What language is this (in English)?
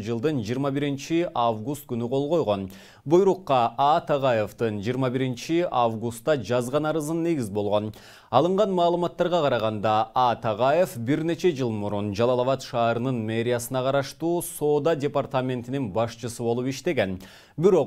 Kyrgyz